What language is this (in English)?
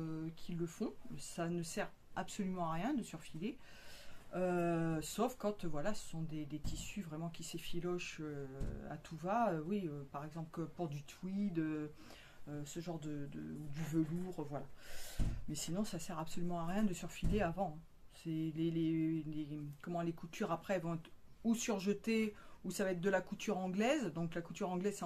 French